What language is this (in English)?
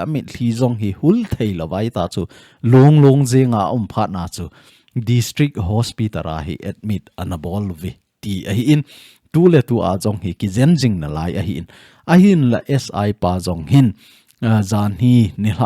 Thado Chin